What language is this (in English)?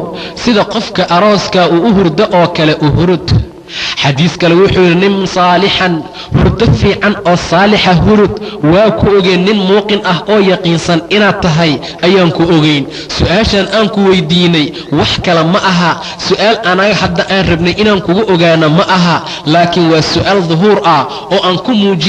Somali